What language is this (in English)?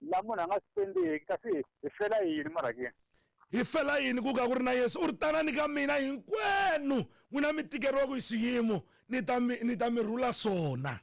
Tsonga